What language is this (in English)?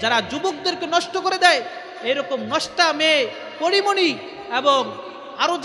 Bangla